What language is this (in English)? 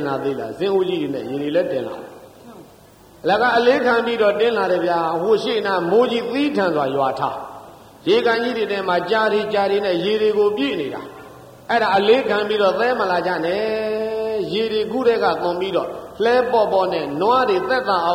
Burmese